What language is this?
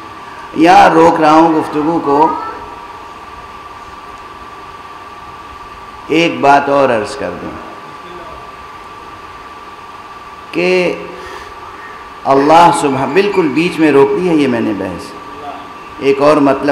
Urdu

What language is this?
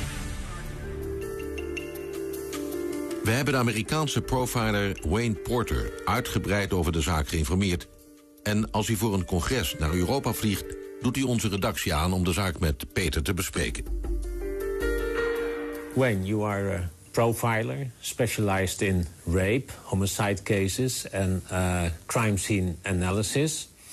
Dutch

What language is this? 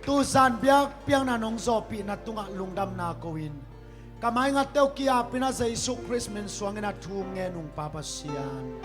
Tedim Chin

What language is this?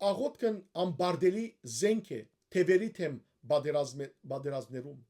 Western Armenian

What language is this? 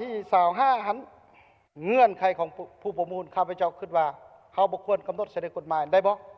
Lao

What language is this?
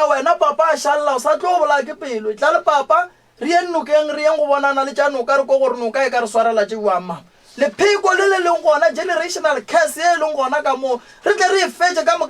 Northern Sotho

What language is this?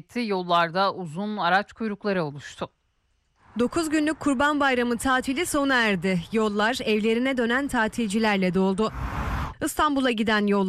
Turkish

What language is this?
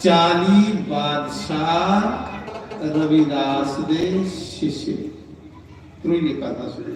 Dogri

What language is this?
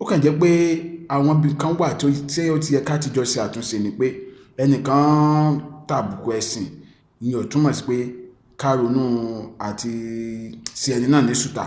Yoruba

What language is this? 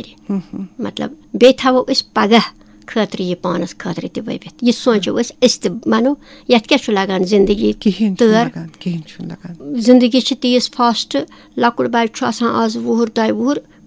Kashmiri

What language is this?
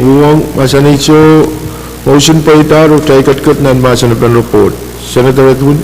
Pohnpeian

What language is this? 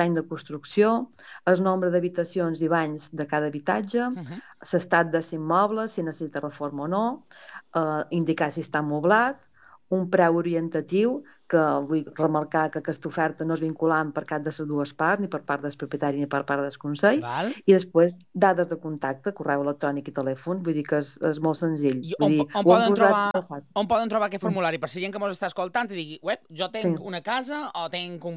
Catalan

